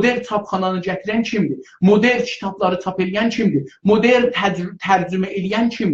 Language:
South Azerbaijani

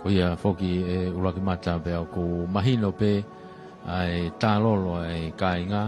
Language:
Tongan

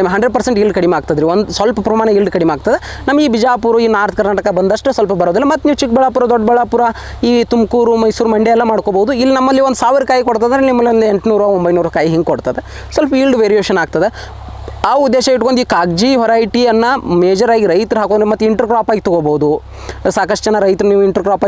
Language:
Kannada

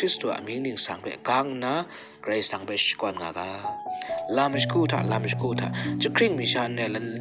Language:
Kachin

